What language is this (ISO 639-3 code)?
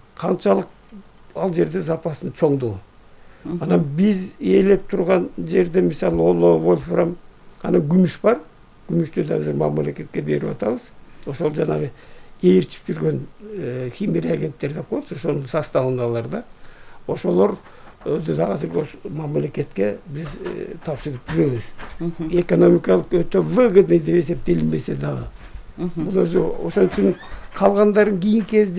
kir